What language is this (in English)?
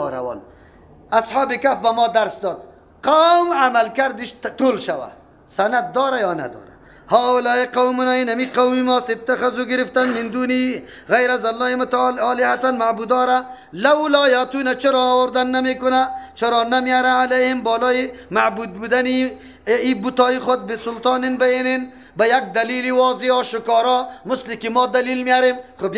Persian